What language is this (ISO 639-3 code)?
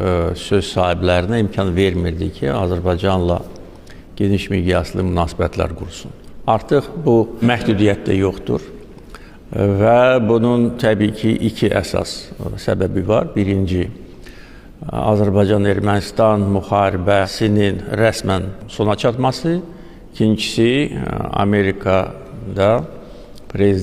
aze